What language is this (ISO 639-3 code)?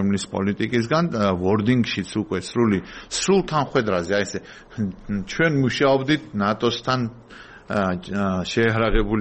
kat